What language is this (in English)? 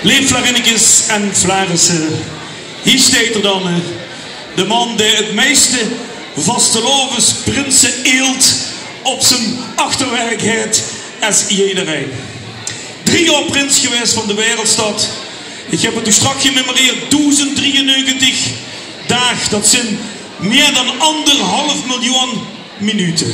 Limburgish